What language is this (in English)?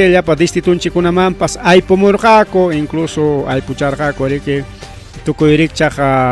Ayacucho Quechua